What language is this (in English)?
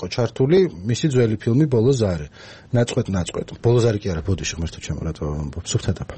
Georgian